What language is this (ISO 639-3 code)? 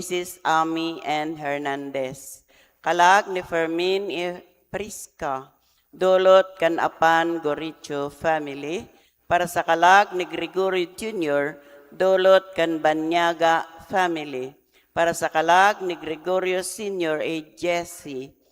bik